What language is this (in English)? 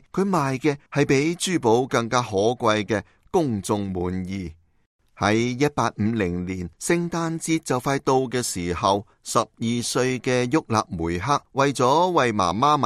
Cantonese